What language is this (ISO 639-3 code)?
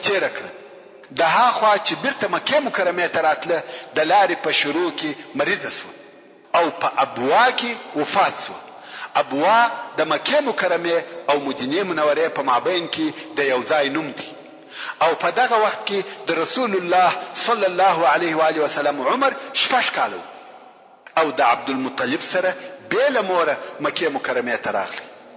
pus